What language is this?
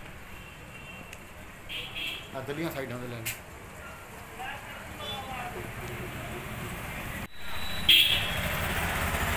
Punjabi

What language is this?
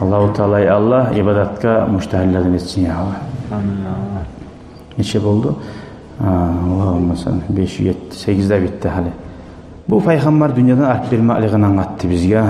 Kumyk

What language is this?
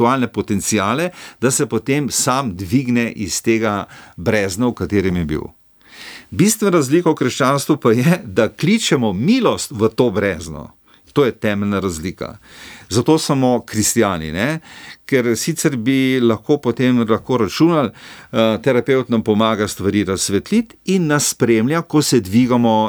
Slovenian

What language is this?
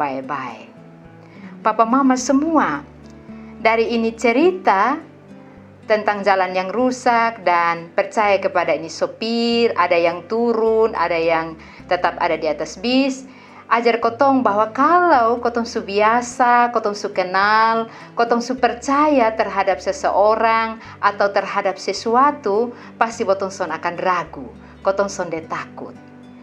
Kupang Malay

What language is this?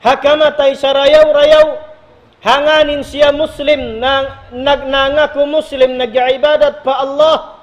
Tausug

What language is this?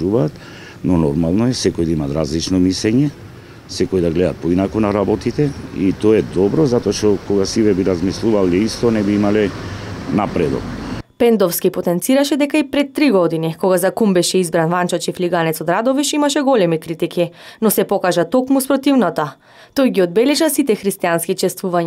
Macedonian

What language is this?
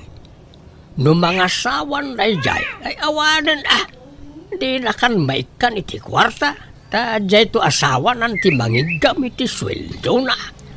Iloko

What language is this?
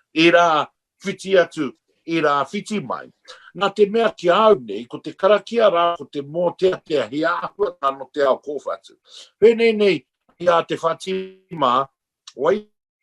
Māori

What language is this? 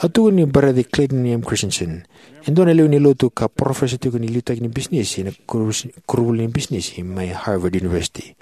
Fijian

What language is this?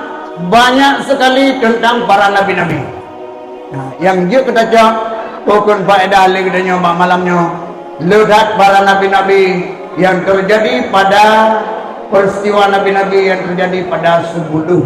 Achinese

